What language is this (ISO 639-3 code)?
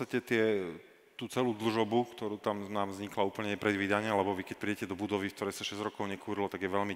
slk